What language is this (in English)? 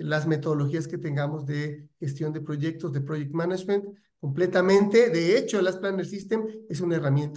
Spanish